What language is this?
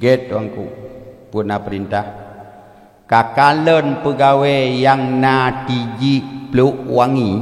Achinese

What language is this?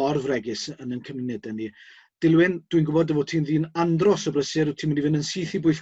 Welsh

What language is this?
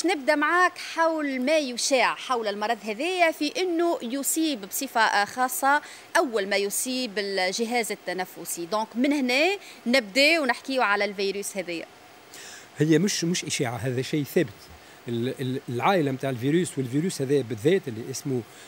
Tunisian Arabic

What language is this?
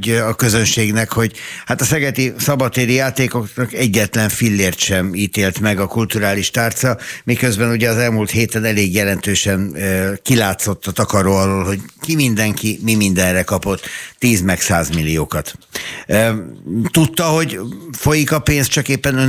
Hungarian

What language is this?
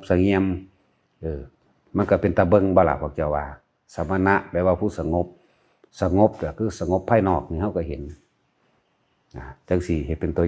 Lao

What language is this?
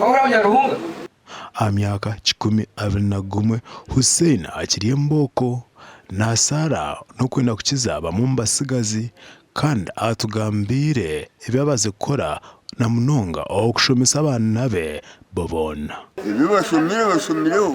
Nyankole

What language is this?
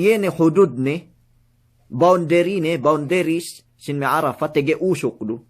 Yakan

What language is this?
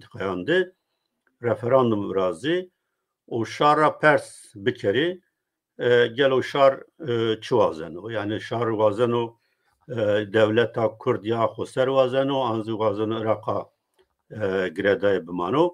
Zaza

